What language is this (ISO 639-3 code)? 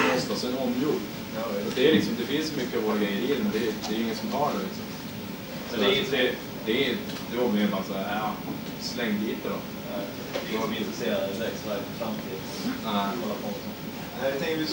swe